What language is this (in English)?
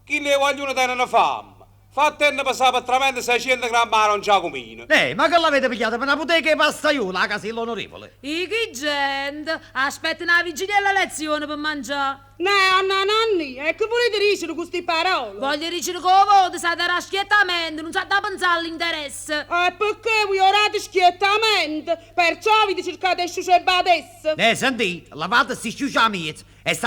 Neapolitan